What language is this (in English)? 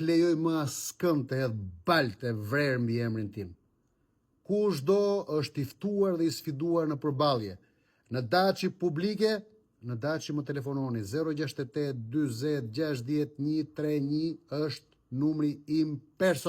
Albanian